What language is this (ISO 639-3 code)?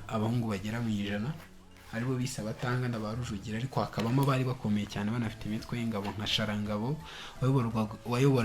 kin